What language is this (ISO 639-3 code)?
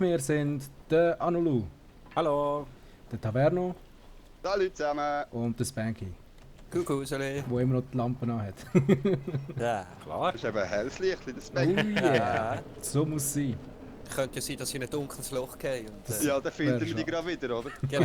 gsw